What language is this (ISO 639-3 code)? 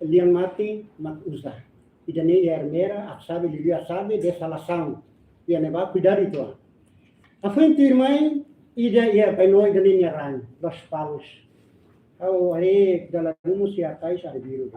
tet